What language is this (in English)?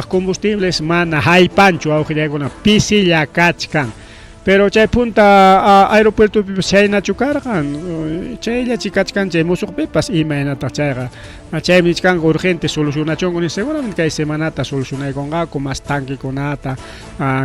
Ayacucho Quechua